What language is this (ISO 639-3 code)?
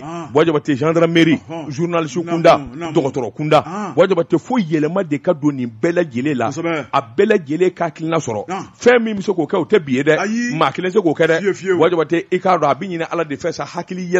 bam